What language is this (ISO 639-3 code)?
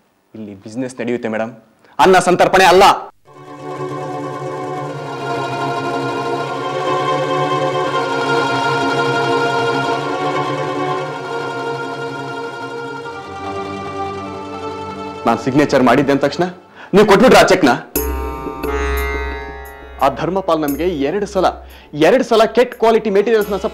kan